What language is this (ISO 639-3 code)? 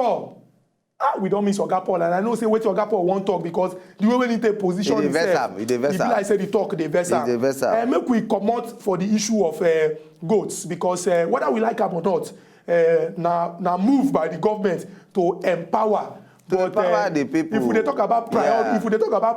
pcm